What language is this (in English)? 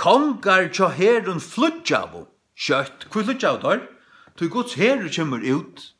Faroese